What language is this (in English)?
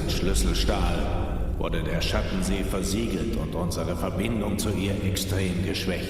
Swiss German